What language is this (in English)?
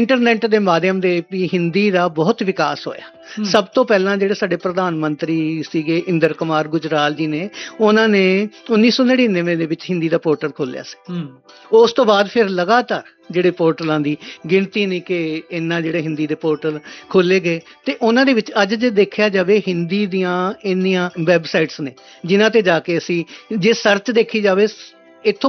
Punjabi